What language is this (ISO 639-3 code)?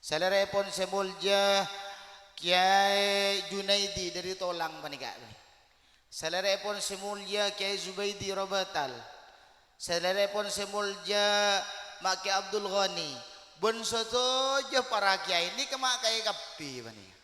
mad